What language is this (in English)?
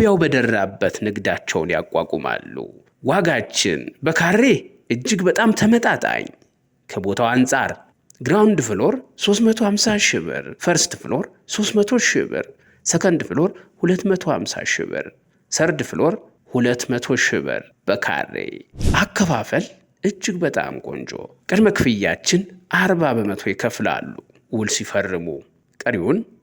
Amharic